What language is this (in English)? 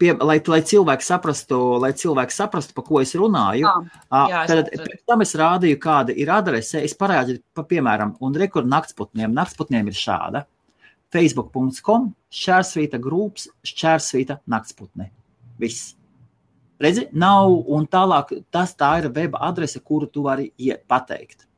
Latvian